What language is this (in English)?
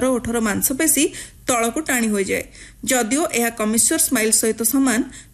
Odia